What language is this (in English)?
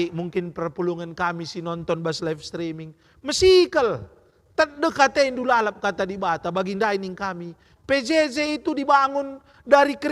Batak Karo